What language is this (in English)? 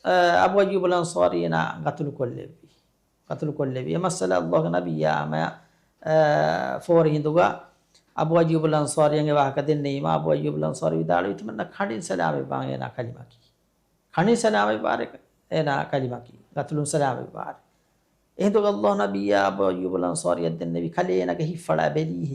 Divehi